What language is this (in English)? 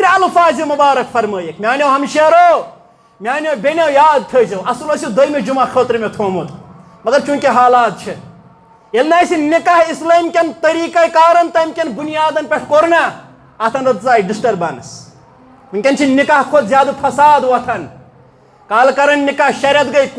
Kashmiri